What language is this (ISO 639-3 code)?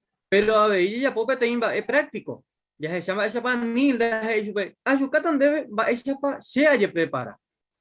grn